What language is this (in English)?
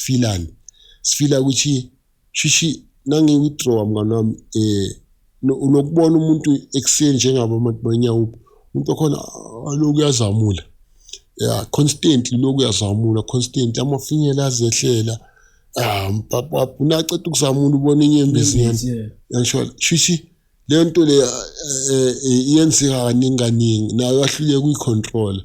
Zulu